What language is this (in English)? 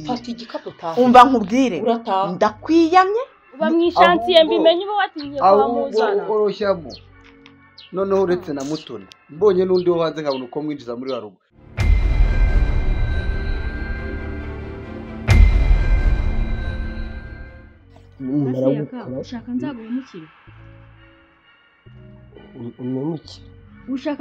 Kinyarwanda